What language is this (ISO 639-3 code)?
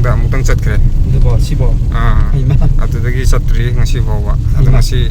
mni